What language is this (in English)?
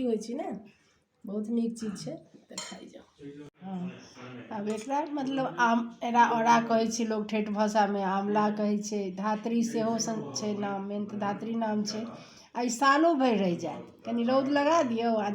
Maithili